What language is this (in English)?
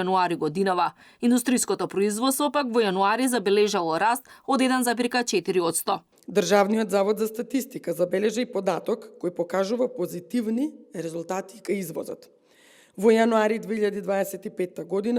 Macedonian